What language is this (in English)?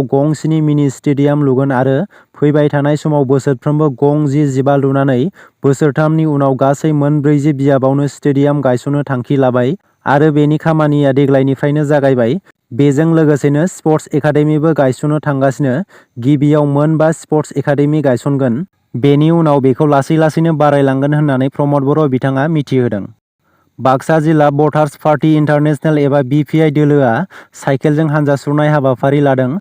Bodo